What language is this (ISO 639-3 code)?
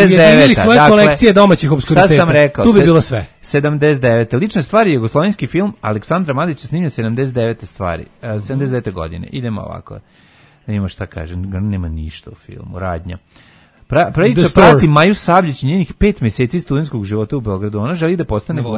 srp